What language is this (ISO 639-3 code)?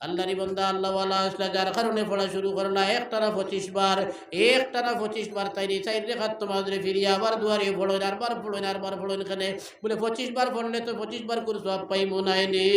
syl